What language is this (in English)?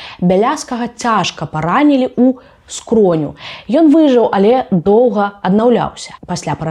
Belarusian